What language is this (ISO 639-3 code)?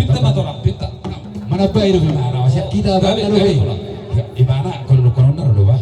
bbc